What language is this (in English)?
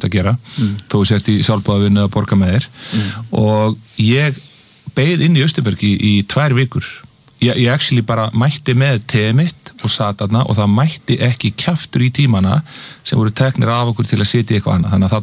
Icelandic